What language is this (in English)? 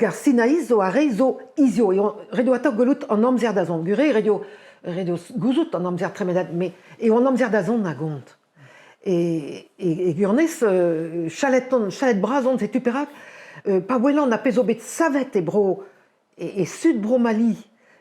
Breton